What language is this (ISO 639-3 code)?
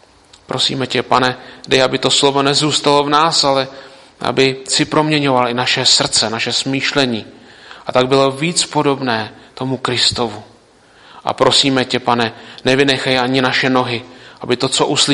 ces